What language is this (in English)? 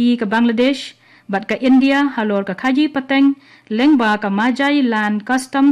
Khasi